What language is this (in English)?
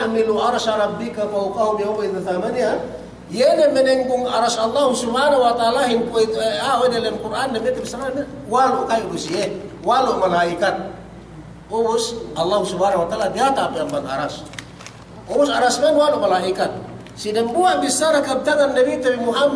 Yakan